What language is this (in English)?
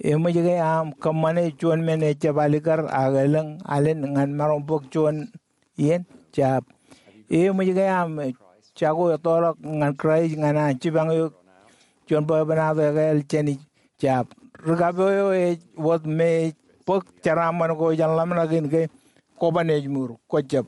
Marshallese